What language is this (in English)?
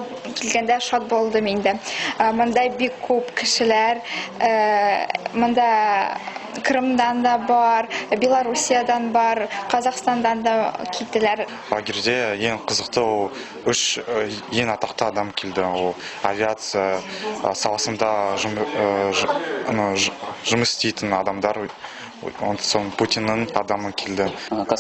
Bashkir